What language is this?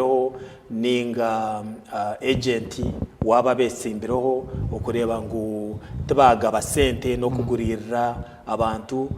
Nyankole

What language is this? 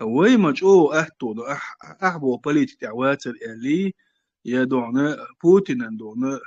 Chechen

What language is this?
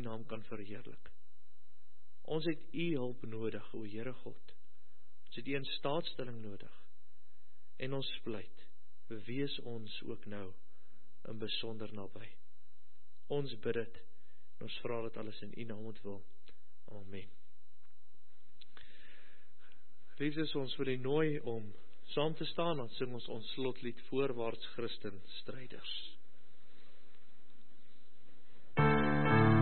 Afrikaans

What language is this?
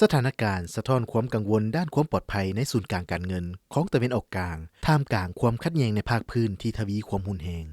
Lao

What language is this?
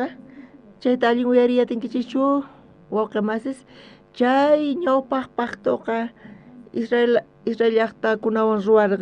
South Bolivian Quechua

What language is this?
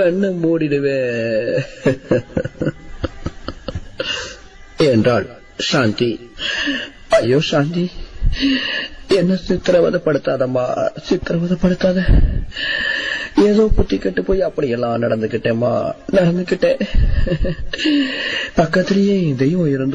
Tamil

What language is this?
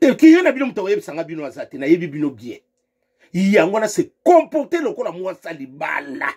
Lingala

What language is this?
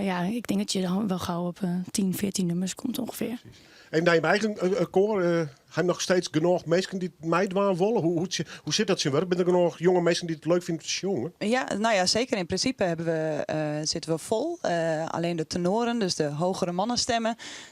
Western Frisian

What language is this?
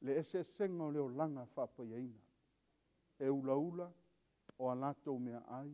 Samoan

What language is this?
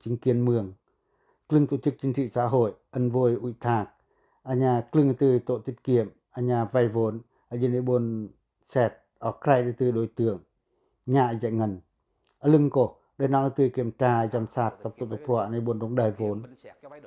Pacoh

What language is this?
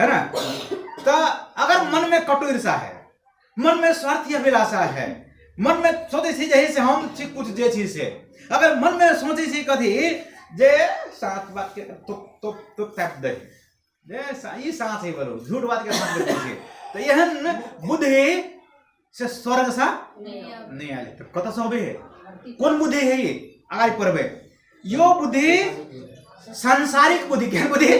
Maithili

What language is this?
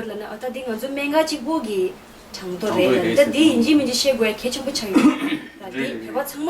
Tibetan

